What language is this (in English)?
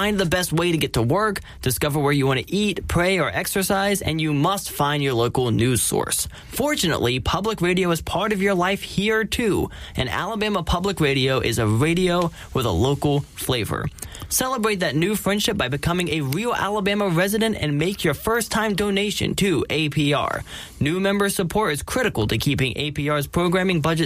English